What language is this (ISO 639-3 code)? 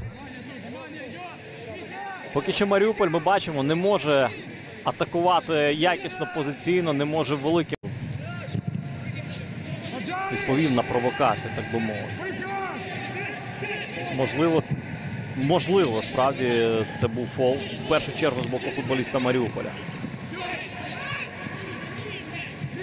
ukr